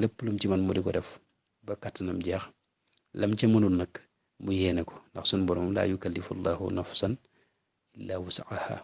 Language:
Wolof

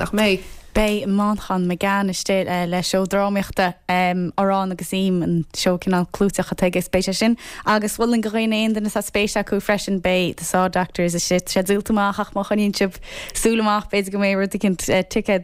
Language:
Irish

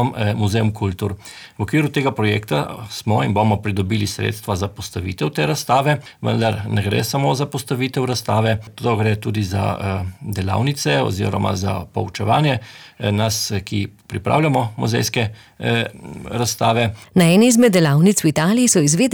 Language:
Slovenian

